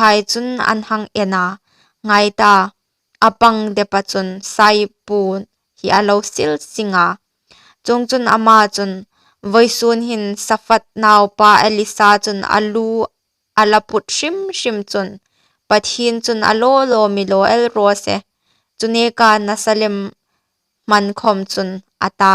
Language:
Hmar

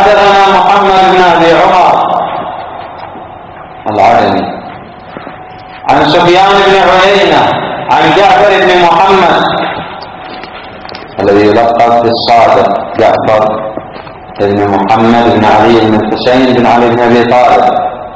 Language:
Arabic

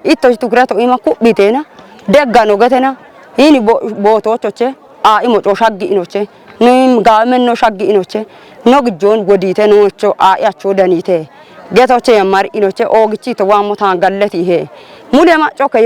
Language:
Kafa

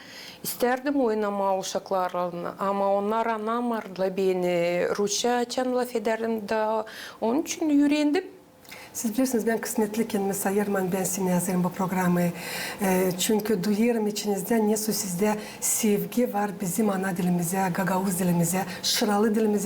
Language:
Gagauz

